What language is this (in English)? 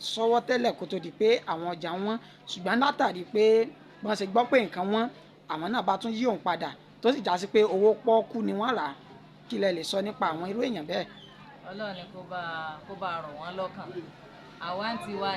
Yoruba